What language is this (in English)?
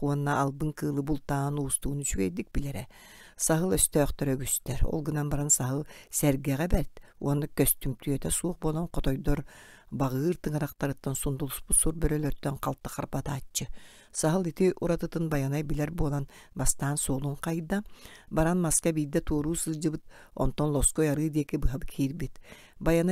Yakut